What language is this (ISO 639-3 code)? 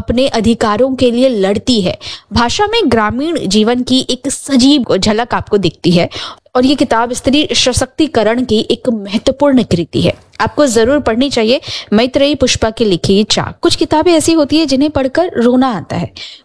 hin